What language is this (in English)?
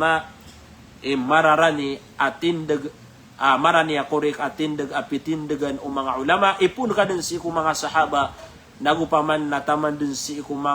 Maranao